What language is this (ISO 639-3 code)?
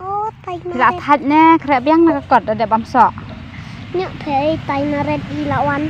kha